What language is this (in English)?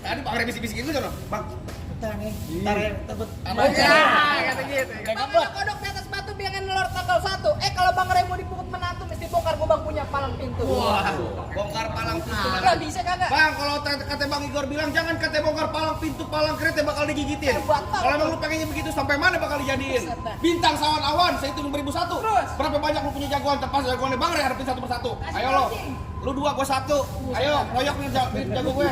Betawi